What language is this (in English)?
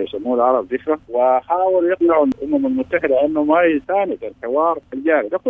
Sudanese Arabic